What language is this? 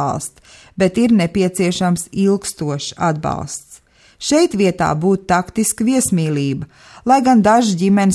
Latvian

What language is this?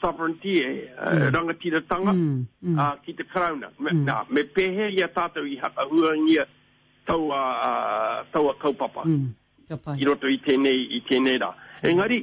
Māori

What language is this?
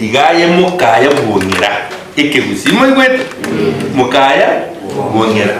Gusii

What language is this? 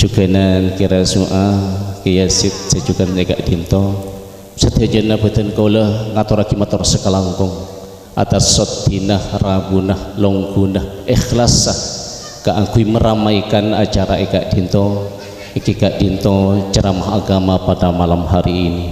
Madurese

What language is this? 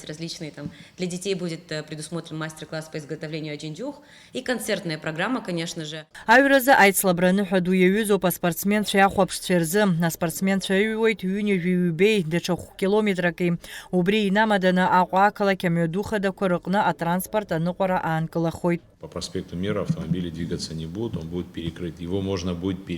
Abkhazian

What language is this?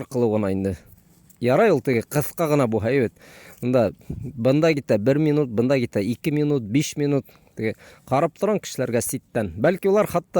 Bashkir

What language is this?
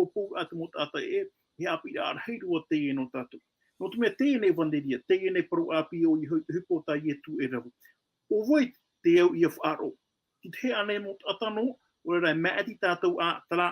Tahitian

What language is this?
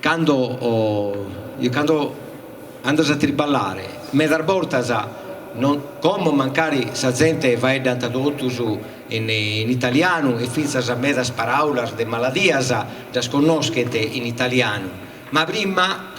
Sardinian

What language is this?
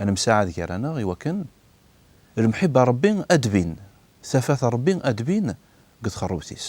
Kabyle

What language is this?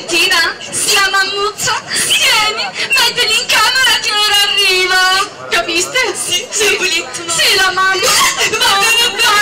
Sicilian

